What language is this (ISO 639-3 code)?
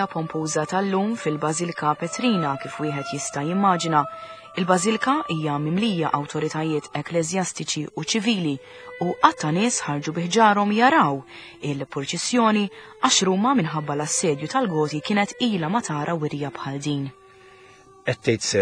mlt